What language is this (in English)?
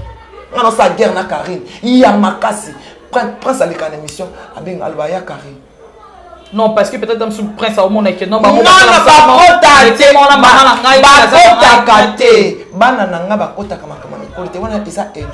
Lingala